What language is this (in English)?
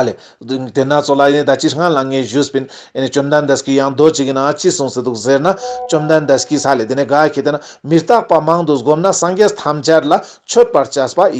Ladakhi